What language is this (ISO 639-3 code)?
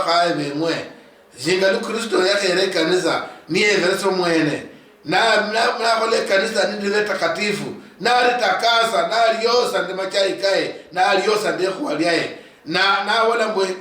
luy